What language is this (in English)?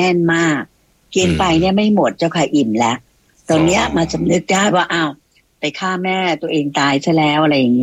Thai